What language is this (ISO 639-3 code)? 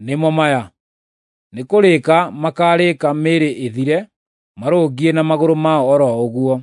kik